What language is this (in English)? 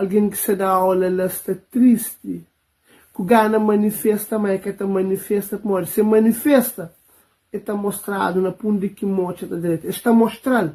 Kabuverdianu